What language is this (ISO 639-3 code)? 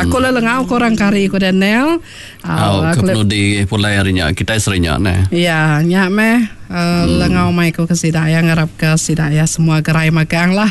iba